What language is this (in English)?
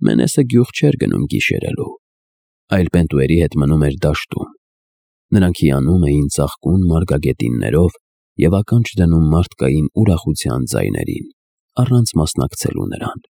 Armenian